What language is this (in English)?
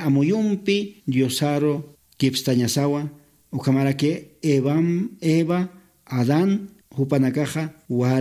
Aymara